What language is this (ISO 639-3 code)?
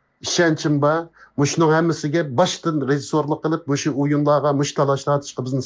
uig